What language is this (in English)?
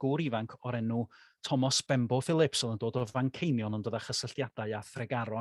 Welsh